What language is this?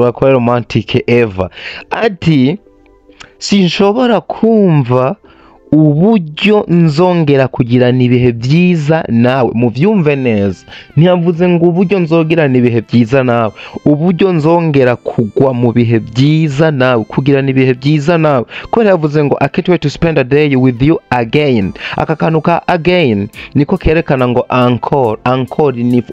Rundi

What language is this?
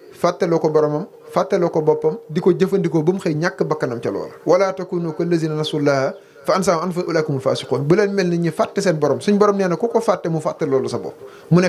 Wolof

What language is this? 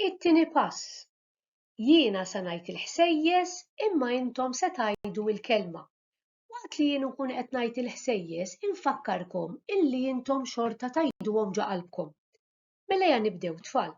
Maltese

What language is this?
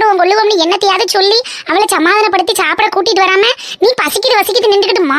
Tamil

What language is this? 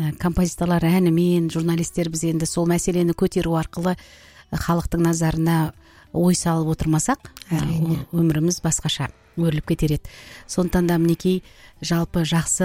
Kazakh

